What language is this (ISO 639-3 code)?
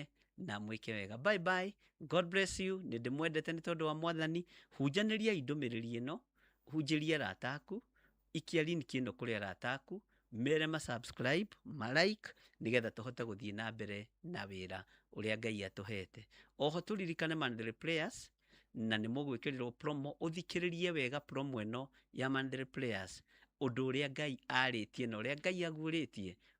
kik